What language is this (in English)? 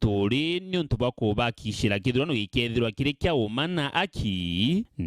Meru